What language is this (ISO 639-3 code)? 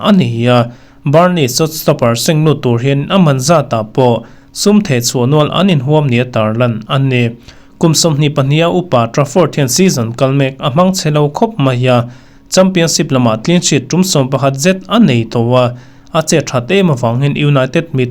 lus